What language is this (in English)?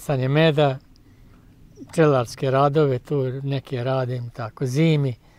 Bosnian